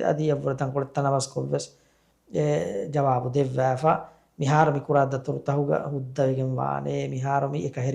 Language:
Divehi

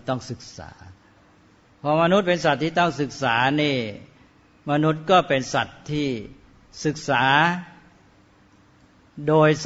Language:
Thai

